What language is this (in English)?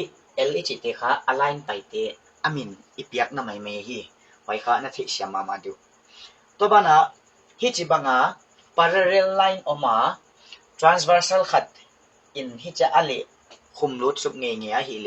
Paite Chin